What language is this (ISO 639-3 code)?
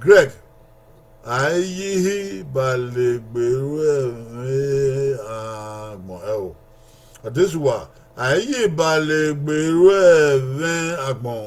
bin